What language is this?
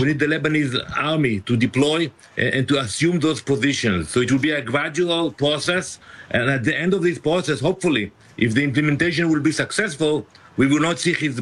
English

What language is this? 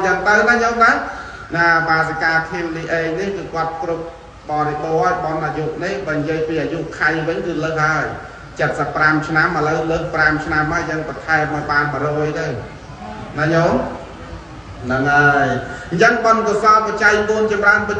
Khmer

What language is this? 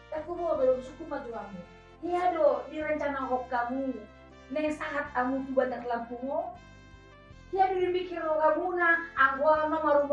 Batak Toba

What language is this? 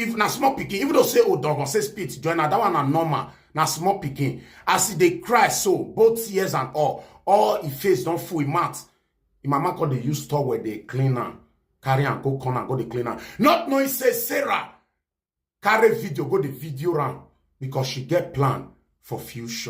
Nigerian Pidgin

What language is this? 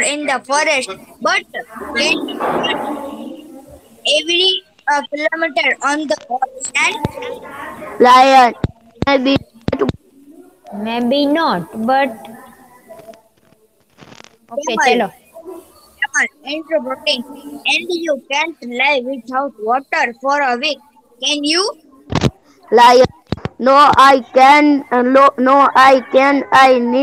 Gujarati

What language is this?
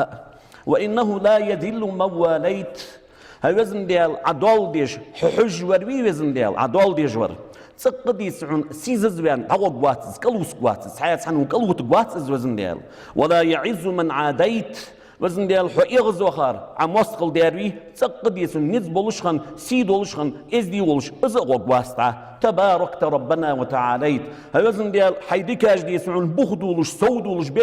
Ingush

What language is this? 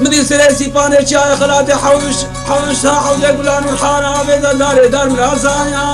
Kurdish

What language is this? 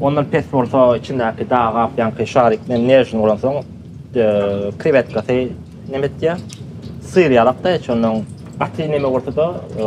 Turkmen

